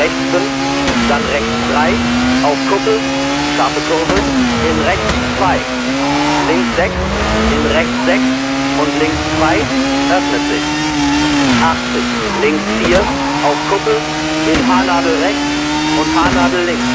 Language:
Bavarian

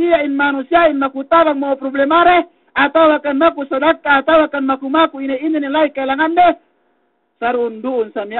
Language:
Yakan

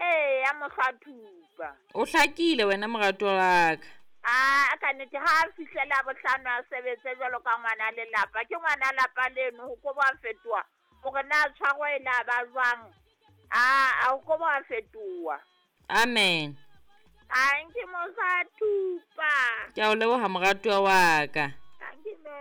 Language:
Southern Sotho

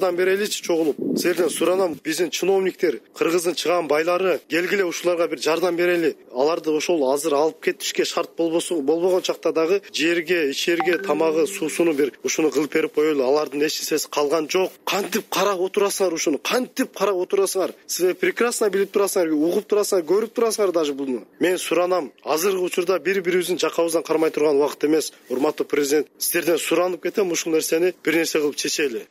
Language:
Kyrgyz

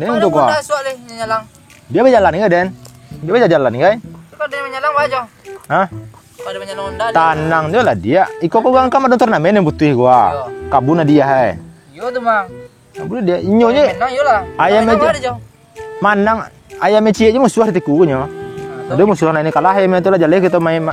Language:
Minangkabau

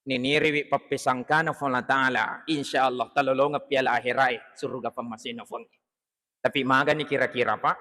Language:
Buginese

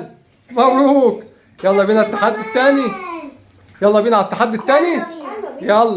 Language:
Egyptian Arabic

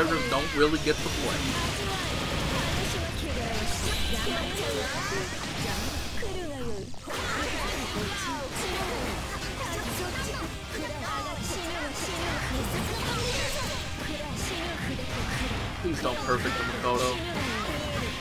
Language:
English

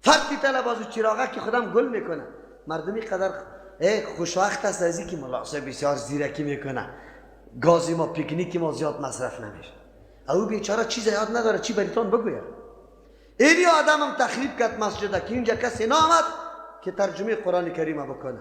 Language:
Persian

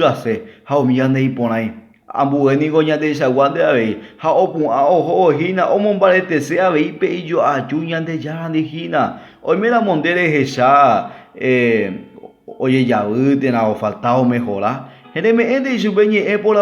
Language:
Guarani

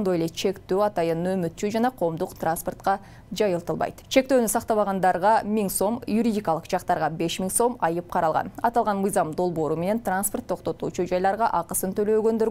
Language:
Kyrgyz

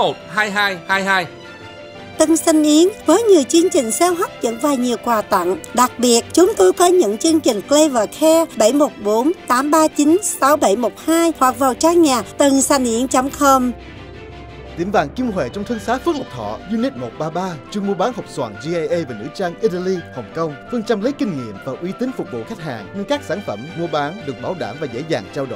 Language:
Vietnamese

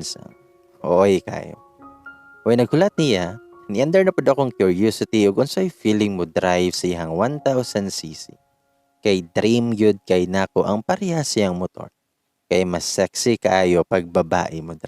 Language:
Cebuano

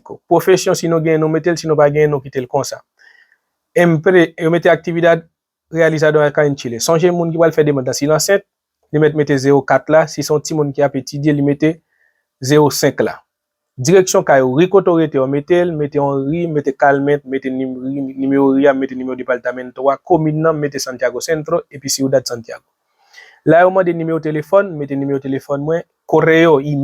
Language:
Haitian Creole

